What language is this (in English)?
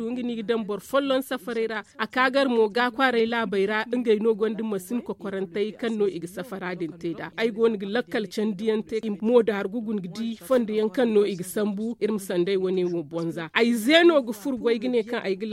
Zarma